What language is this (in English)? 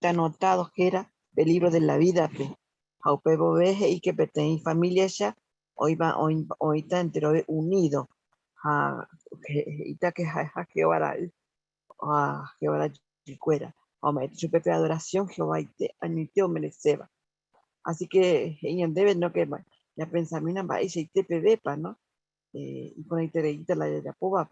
Guarani